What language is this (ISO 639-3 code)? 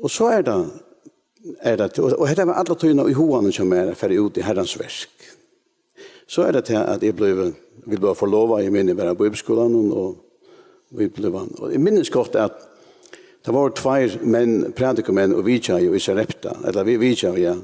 fao